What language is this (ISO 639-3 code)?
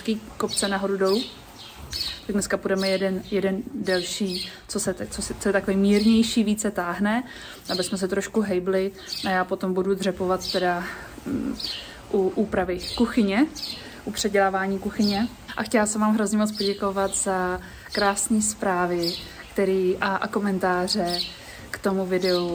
ces